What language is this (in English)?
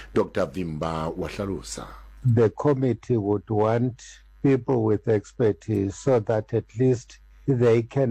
Southern Sotho